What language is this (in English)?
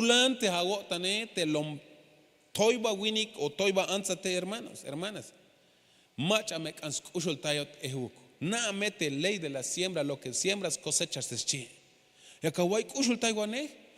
Tzeltal